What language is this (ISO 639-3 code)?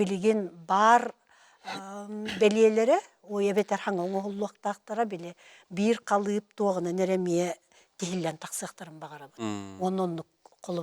sah